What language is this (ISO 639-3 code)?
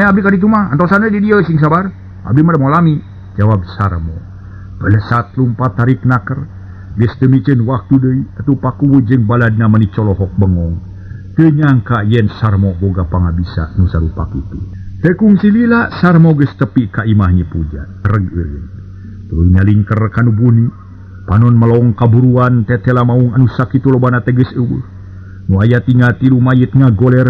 sun